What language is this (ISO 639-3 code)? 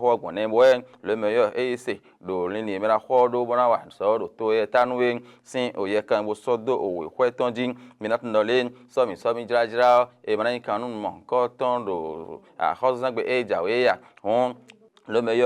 fon